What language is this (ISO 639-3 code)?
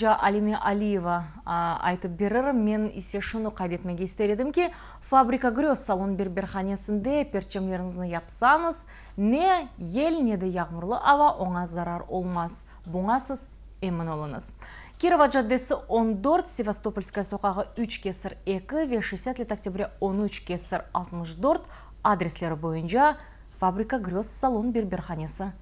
crh